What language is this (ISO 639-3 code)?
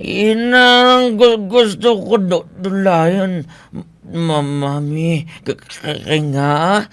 hil